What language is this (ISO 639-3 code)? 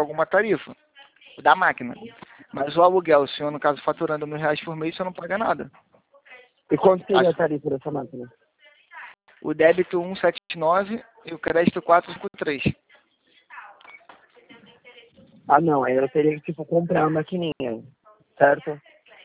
por